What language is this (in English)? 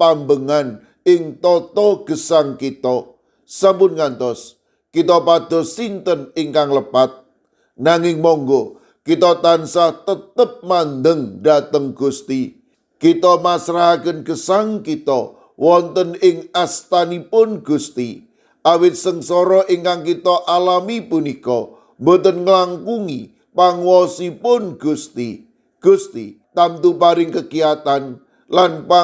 Javanese